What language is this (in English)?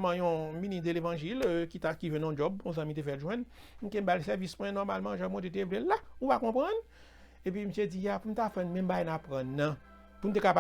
Haitian Creole